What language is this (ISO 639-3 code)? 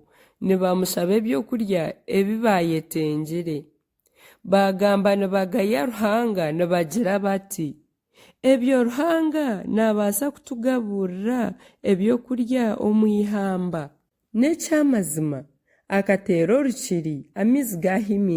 nyn